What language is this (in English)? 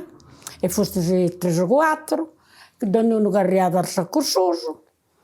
Sardinian